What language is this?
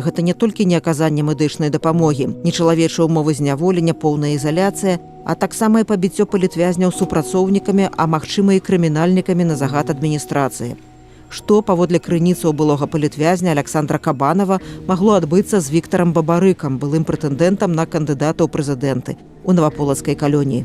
Belarusian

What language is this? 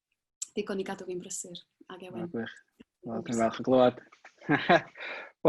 Welsh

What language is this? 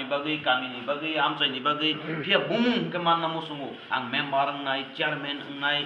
Kok Borok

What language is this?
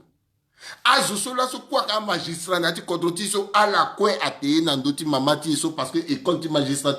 Sango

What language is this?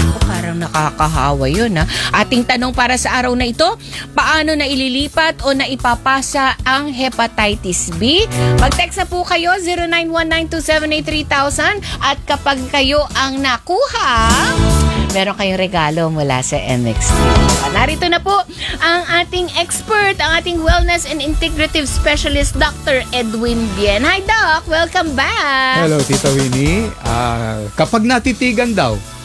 Filipino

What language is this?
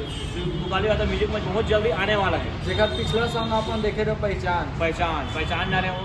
Chhattisgarhi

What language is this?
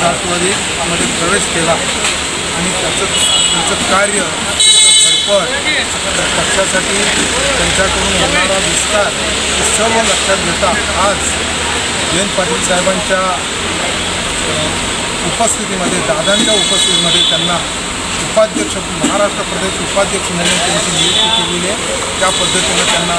Marathi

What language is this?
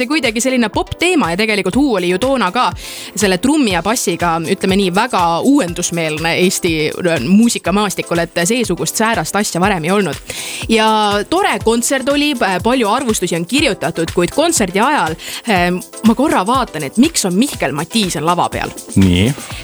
Estonian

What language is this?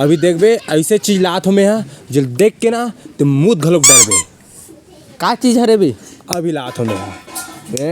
Chhattisgarhi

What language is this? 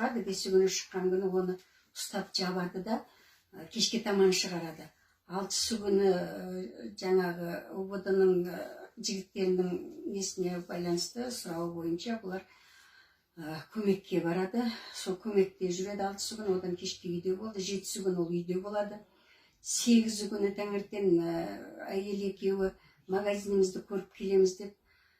Kazakh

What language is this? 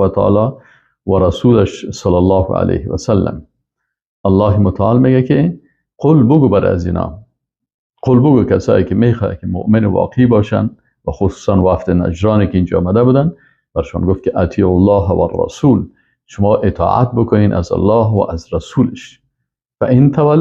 Persian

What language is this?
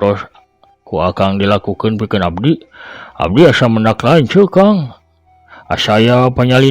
Sundanese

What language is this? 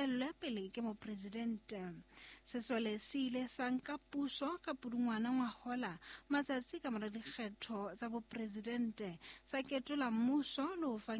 Southern Sotho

